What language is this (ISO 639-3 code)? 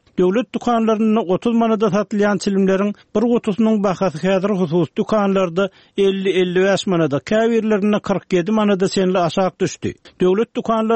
tuk